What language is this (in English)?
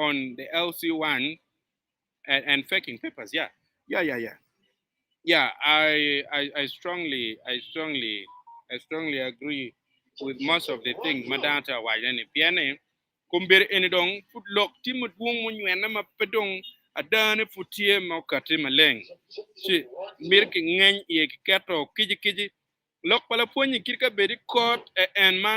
Acoli